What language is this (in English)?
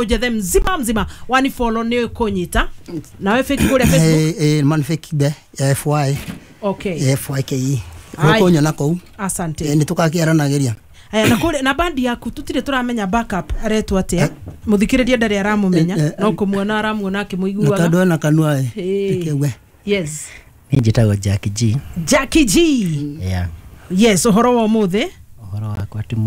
Kikuyu